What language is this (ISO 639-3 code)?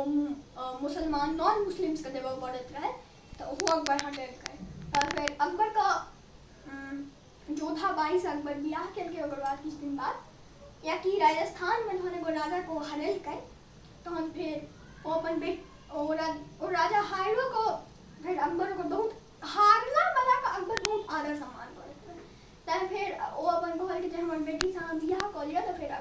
mai